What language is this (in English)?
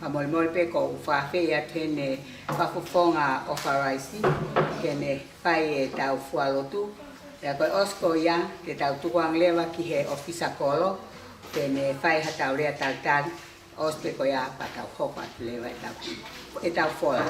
Tongan